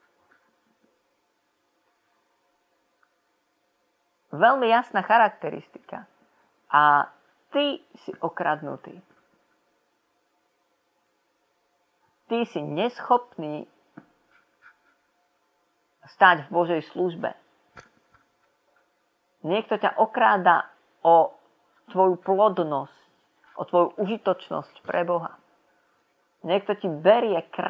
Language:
Slovak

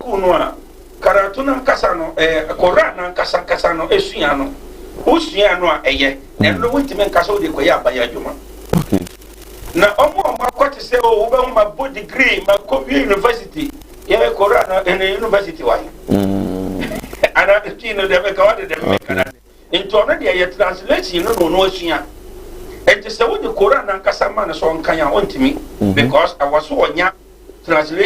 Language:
Akan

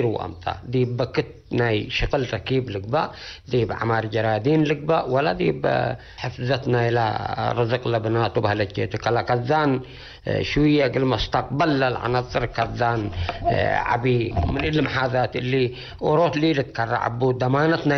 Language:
Tigre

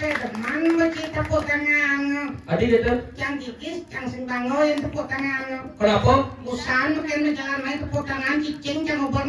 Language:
Balinese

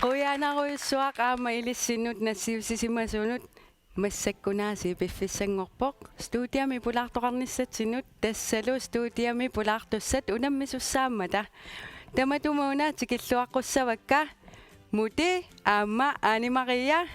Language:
Kalaallisut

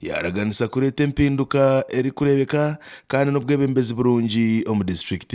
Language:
Nyankole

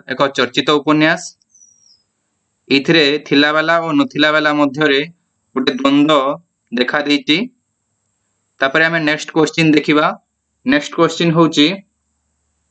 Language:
Odia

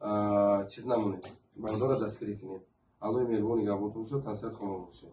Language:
Tajik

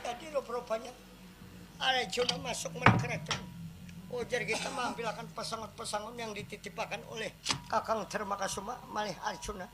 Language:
Banjar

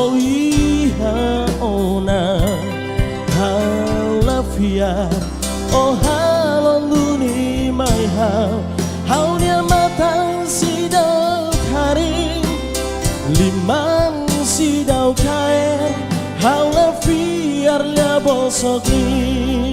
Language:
Tetum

